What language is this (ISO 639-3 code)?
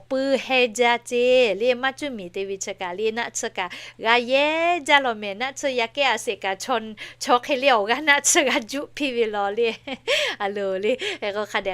lhu